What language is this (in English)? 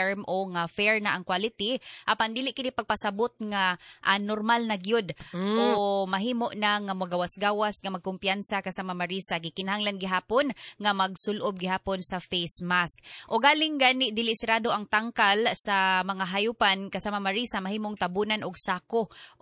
Cebuano